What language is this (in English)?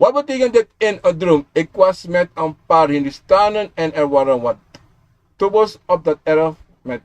Sranan Tongo